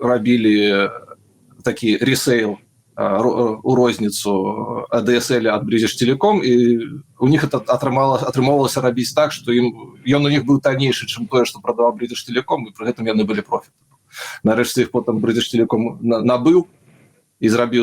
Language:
Belarusian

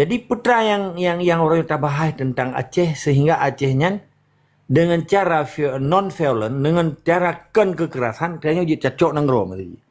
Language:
Achinese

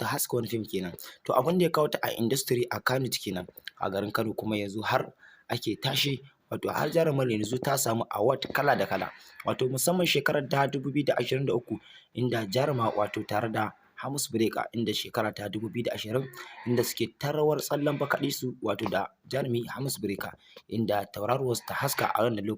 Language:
Hausa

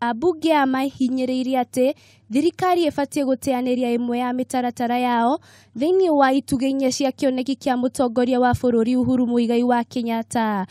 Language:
Kikuyu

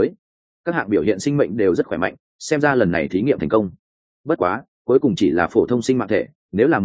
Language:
Vietnamese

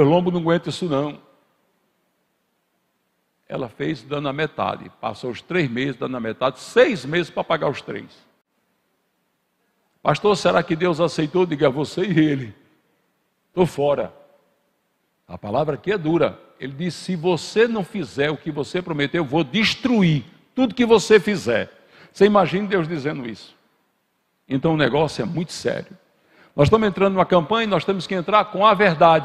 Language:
Portuguese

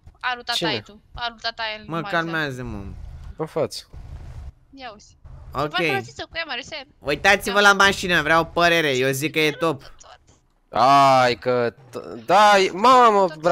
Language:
Romanian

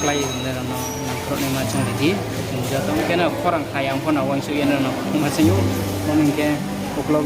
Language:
Riang (India)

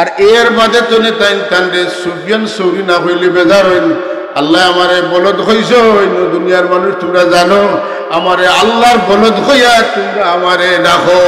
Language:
Sylheti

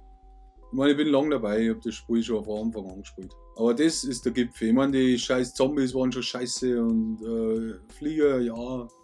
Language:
Bavarian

